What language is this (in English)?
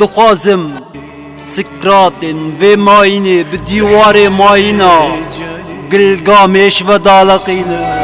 Kurdish